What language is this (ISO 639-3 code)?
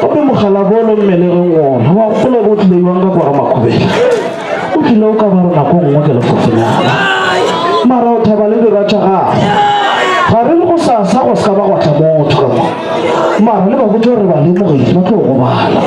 nso